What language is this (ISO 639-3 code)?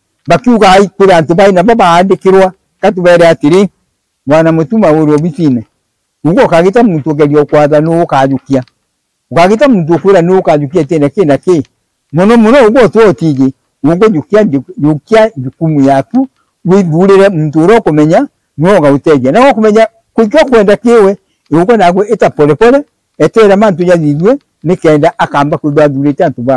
mer